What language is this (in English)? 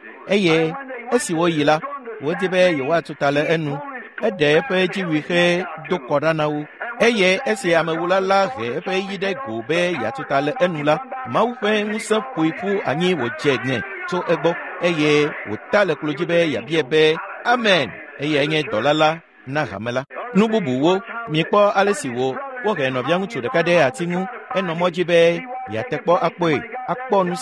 Ewe